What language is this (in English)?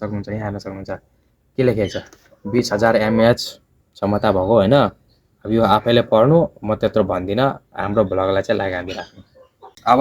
Nepali